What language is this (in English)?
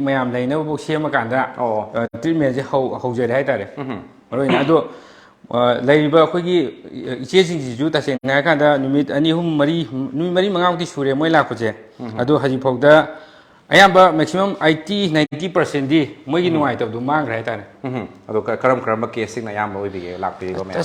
Manipuri